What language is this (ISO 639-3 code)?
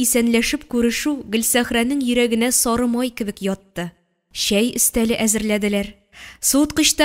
tat